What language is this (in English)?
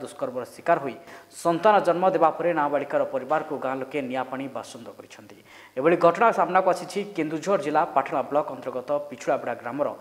Odia